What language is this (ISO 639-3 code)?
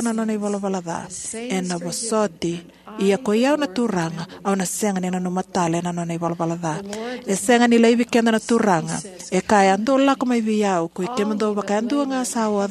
fij